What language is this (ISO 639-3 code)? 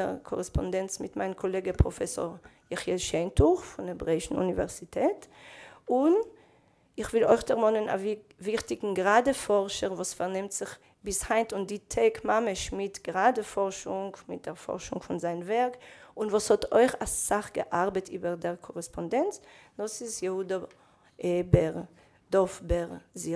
yid